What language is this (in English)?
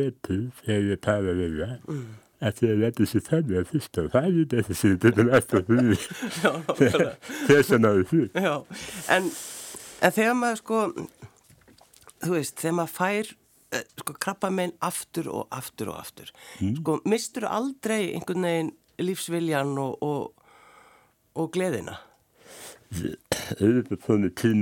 Icelandic